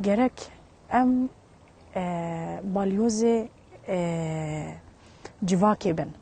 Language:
Kurdish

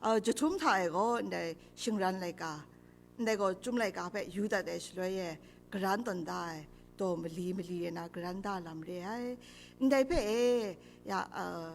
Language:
Kachin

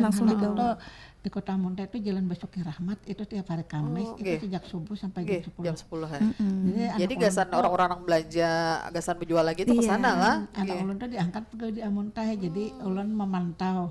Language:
Banjar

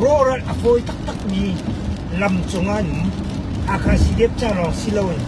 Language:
Hakha Chin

